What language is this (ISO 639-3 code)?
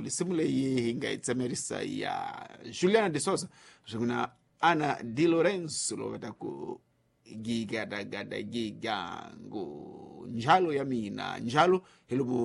tso